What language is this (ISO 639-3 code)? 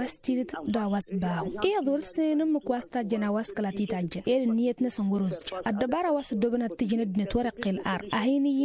taq